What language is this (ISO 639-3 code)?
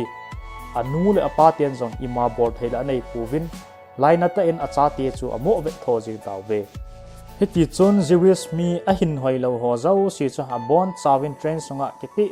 tcz